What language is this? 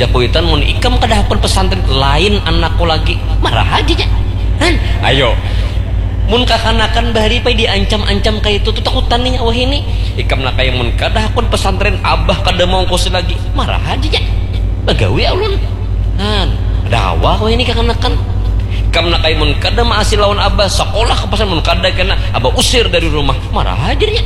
Banjar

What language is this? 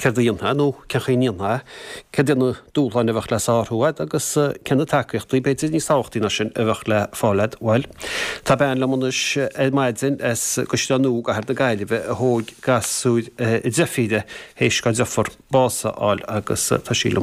Irish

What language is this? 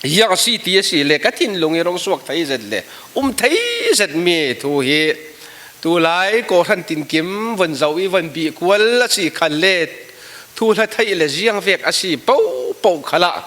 Falam Chin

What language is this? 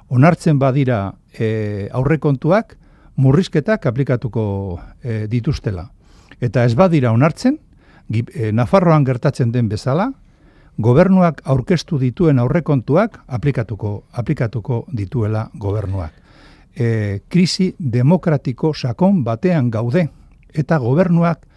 Basque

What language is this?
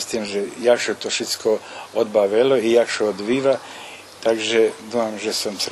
Rusyn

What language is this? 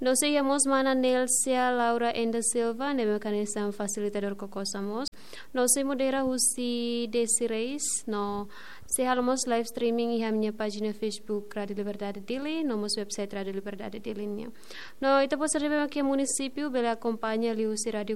Tetum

